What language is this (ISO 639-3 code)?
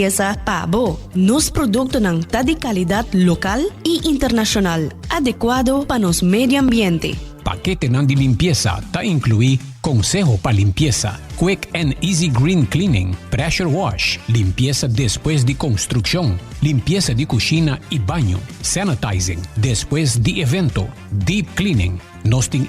pap